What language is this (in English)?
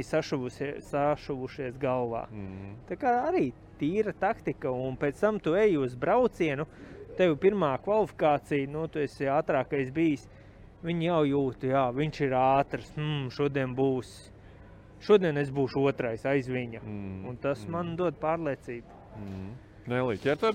Latvian